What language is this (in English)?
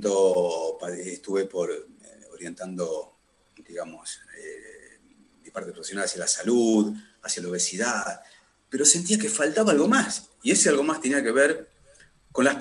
Spanish